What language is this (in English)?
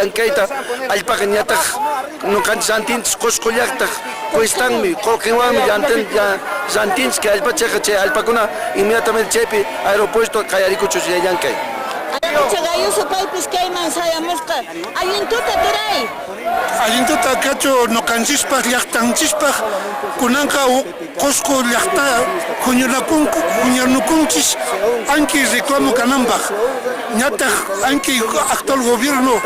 Quechua